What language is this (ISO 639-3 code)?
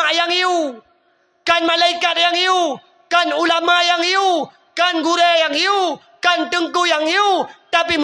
ace